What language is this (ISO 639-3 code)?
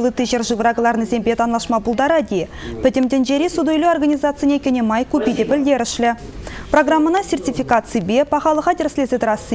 chv